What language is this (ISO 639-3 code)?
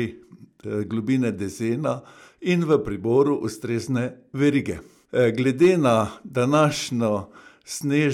slv